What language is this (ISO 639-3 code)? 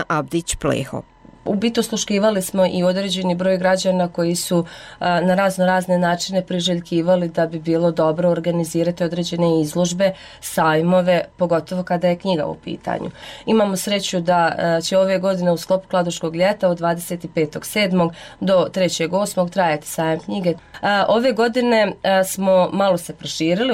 bos